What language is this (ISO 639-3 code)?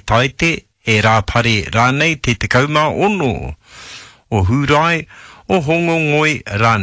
mri